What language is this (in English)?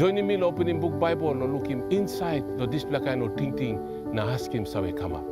Tok Pisin